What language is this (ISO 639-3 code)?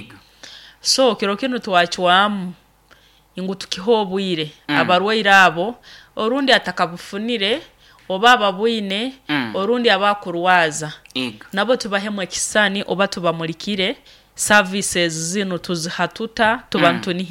nyo